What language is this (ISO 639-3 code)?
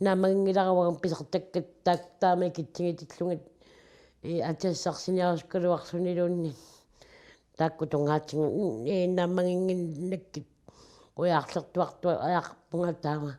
kal